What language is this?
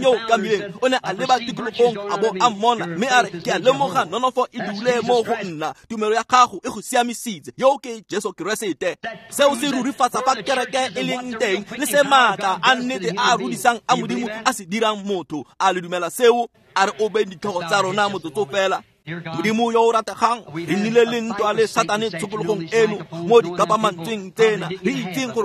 Tswana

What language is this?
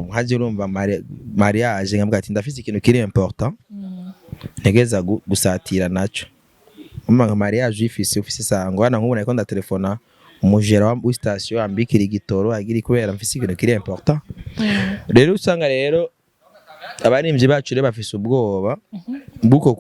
Rundi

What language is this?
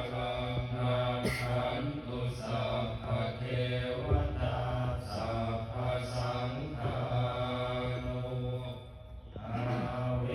Pali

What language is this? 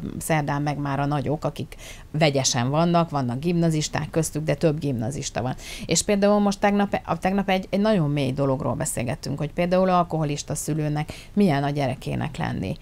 Hungarian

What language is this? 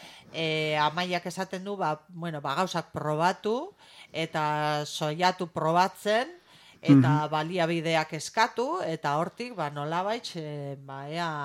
Basque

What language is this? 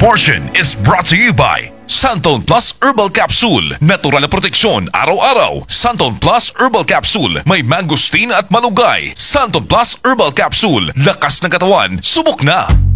Filipino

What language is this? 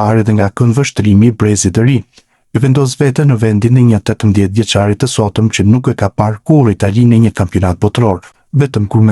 Albanian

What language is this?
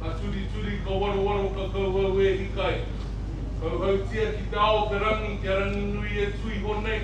Māori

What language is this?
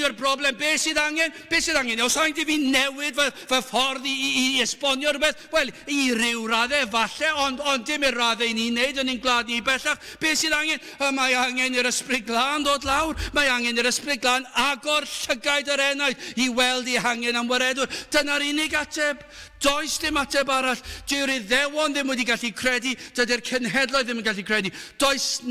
Welsh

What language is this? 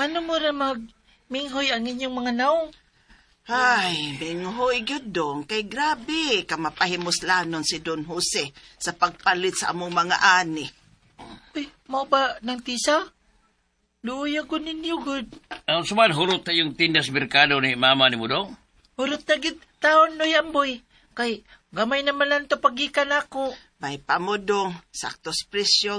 Cebuano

